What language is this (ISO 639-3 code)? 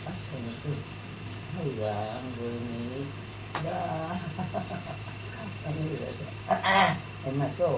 mni